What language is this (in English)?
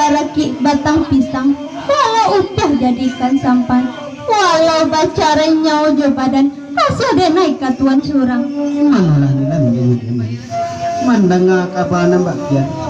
Minangkabau